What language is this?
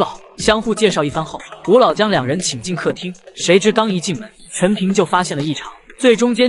Chinese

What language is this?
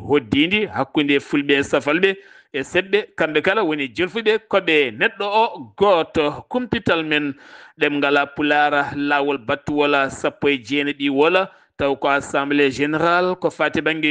Fula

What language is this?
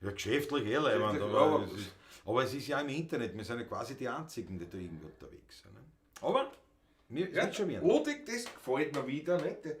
Bavarian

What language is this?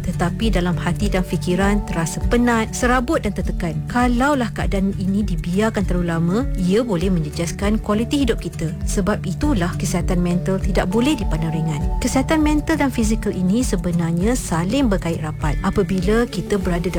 Malay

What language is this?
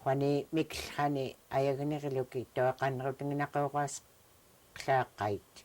Central Yupik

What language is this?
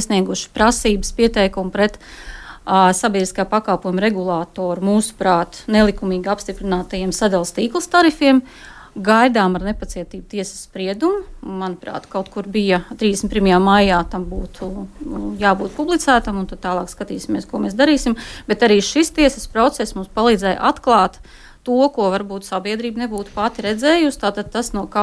Latvian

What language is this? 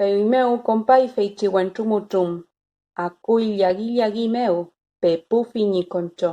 Mapuche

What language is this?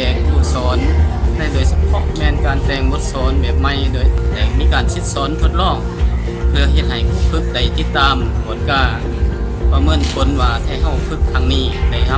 Lao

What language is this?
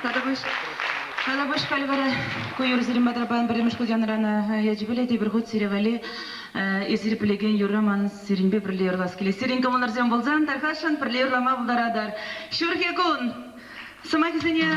Chuvash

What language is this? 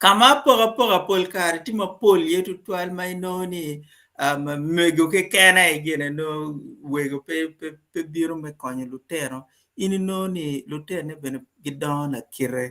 Acoli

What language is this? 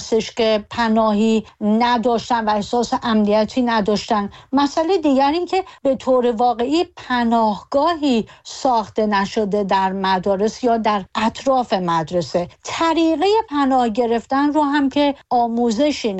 Persian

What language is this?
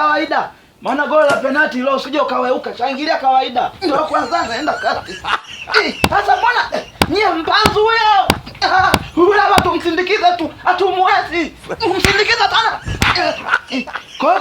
Swahili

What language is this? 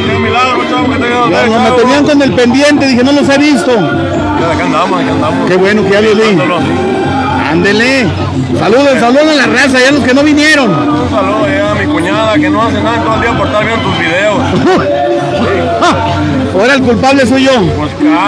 Spanish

